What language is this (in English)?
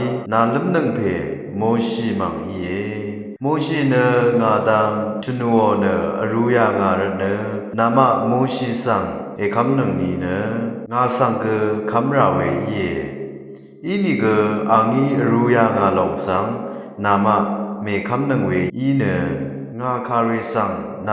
Rawang